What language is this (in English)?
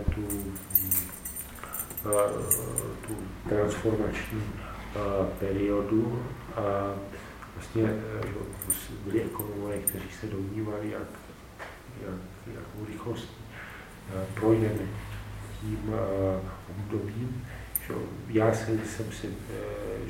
Czech